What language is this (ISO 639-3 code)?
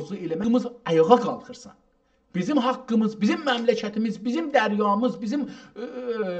azb